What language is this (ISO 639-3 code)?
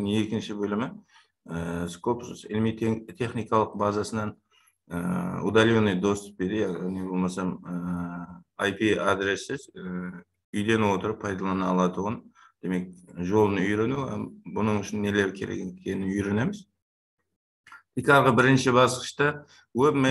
kaa